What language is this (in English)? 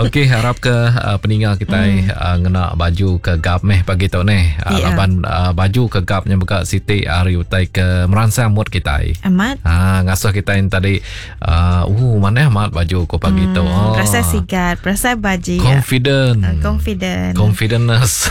Iban